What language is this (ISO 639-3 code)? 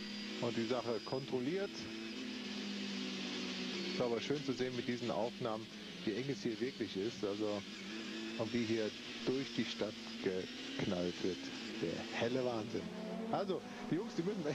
deu